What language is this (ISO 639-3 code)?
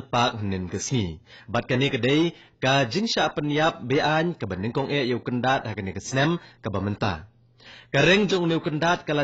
kha